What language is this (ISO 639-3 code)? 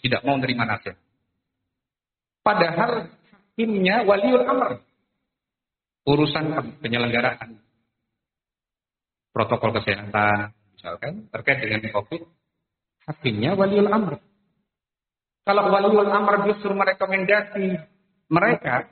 ind